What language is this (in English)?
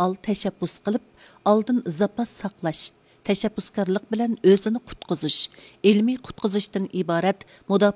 Uyghur